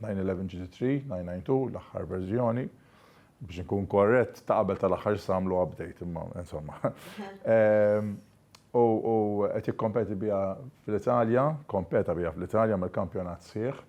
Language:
Maltese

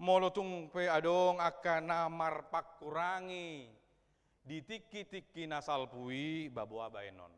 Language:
Batak Toba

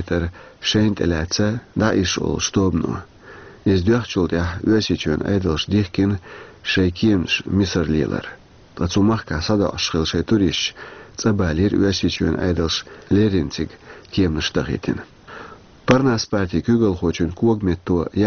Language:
Chechen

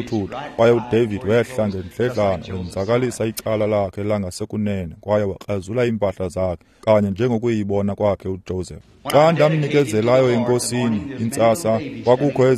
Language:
Xhosa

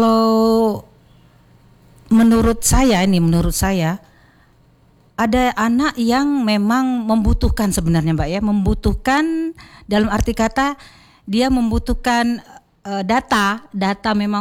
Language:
Indonesian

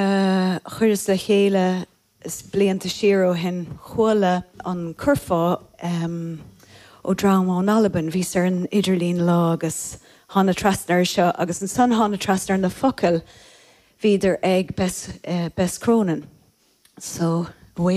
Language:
Irish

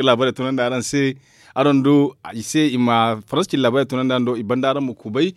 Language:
Zarma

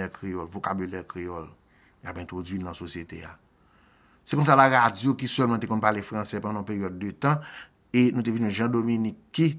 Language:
Haitian Creole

